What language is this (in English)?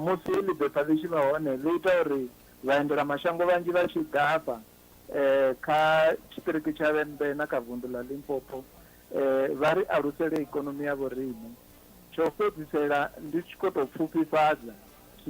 Venda